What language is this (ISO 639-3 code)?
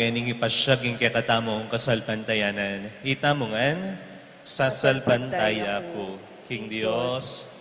pam